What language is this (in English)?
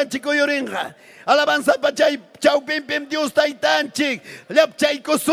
Ayacucho Quechua